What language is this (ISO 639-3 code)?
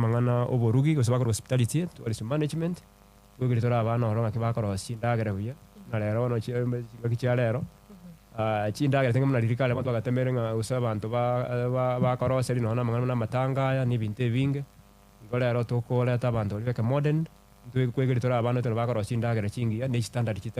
guz